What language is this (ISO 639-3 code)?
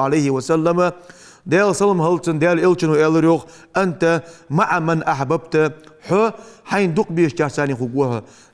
inh